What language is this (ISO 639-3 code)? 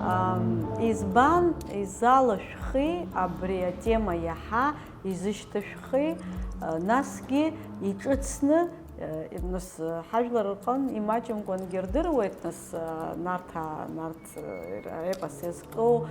abk